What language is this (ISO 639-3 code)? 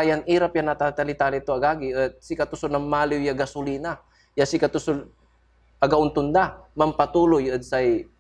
pag